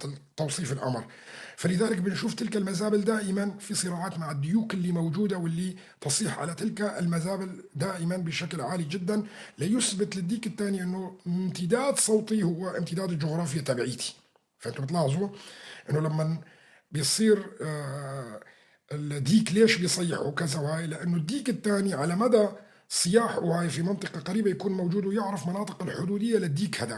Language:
North Levantine Arabic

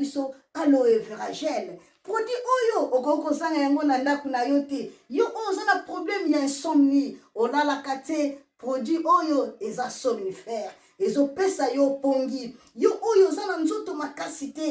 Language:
Lingala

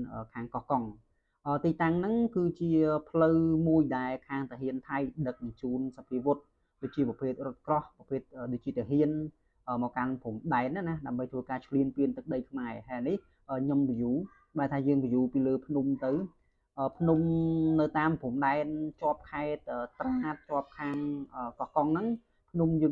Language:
Khmer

